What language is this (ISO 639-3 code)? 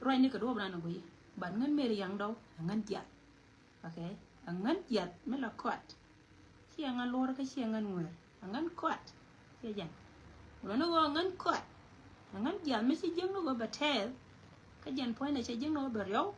nus